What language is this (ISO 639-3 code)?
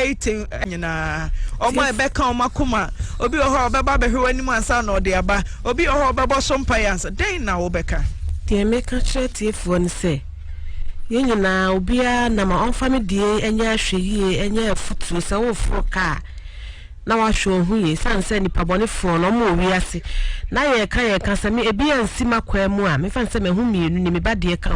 aka